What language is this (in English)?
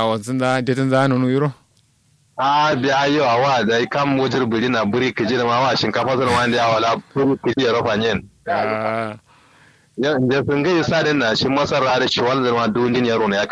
Kanuri